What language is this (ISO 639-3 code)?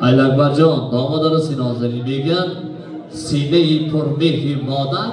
tgk